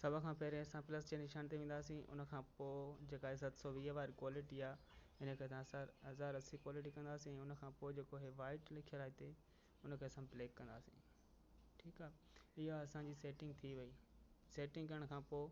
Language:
Sindhi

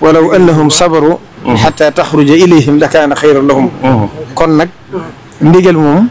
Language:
Wolof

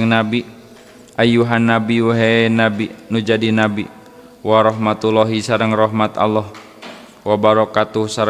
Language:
Sundanese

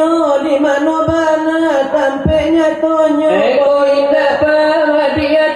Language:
Minangkabau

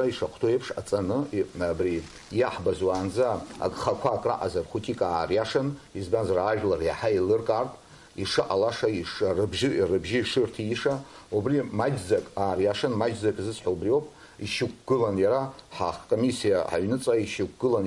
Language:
Abkhazian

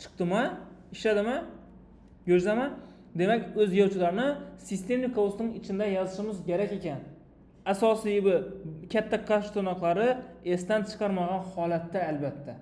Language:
Uzbek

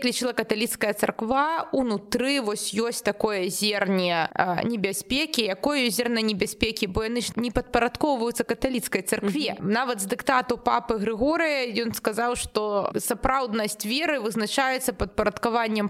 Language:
Belarusian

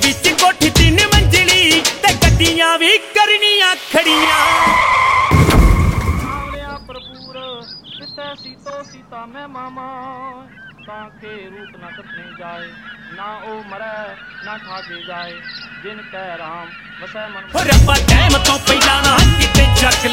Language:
Punjabi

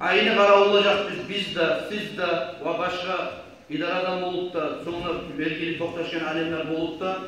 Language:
Kumyk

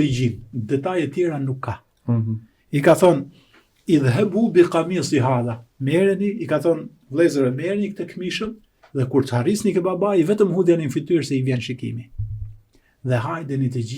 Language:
Albanian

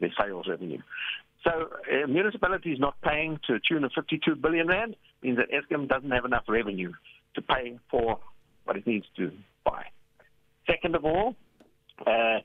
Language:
English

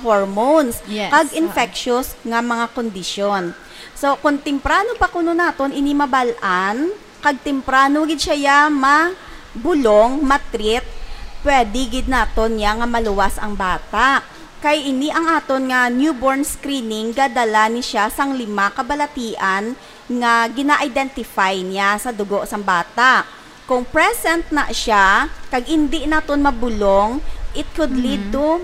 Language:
Hiligaynon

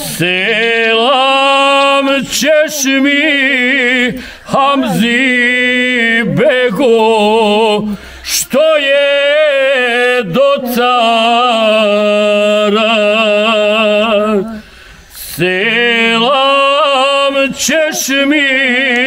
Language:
Bosnian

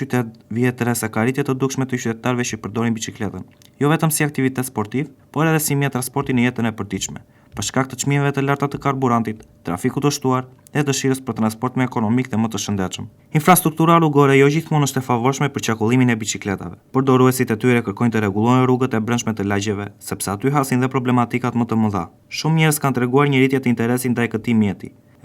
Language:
Albanian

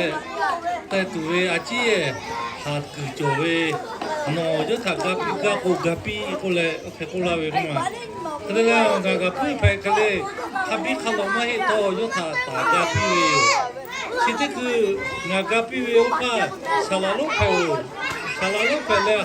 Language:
Lahu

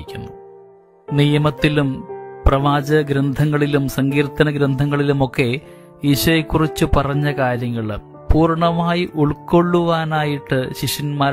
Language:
Malayalam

